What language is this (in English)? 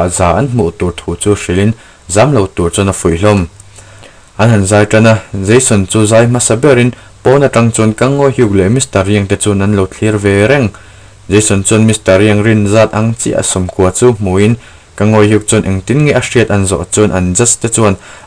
Mizo